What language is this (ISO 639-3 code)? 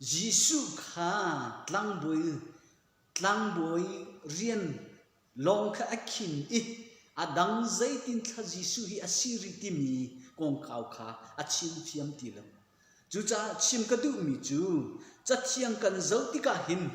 cnh